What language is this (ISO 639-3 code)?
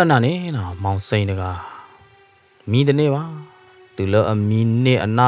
ksw